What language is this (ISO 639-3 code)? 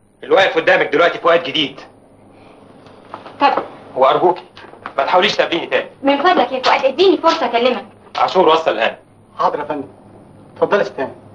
arz